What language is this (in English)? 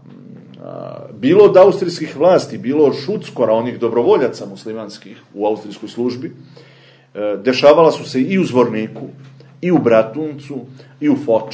Serbian